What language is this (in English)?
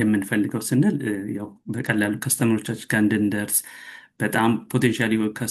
Amharic